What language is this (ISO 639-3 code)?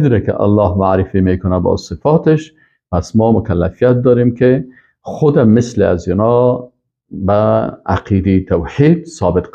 fas